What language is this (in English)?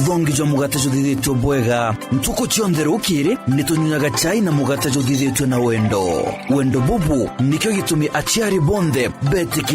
Meru